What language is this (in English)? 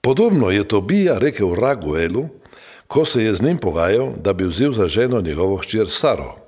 Slovenian